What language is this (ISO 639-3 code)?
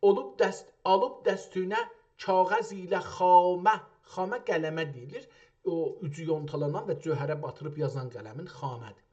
azb